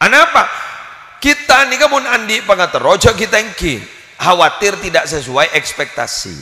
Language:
Madurese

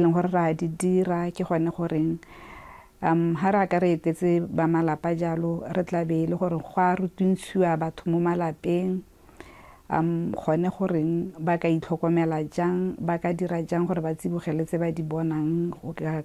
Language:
Tswana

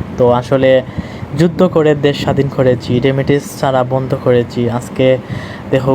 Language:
Sylheti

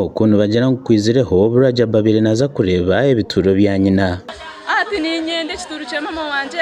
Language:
Nyankole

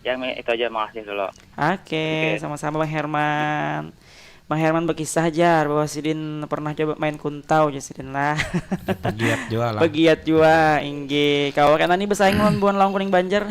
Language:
Banjar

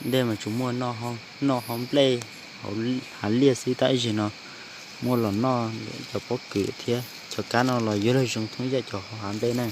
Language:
Hmong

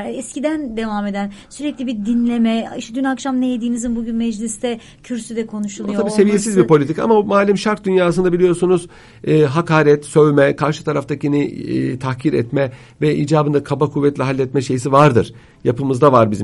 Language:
Turkish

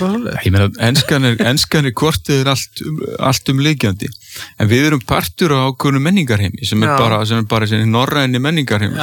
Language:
Icelandic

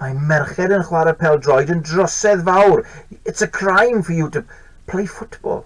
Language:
Welsh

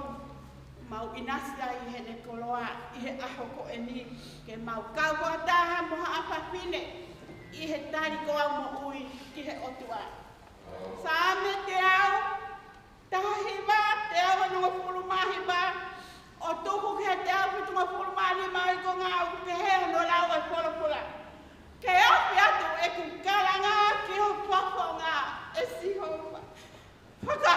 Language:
Tongan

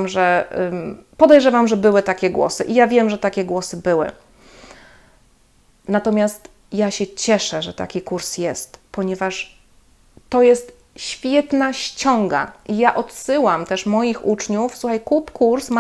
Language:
Polish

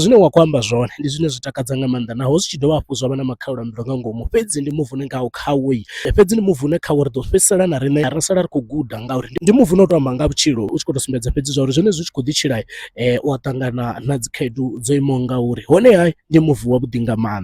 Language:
Venda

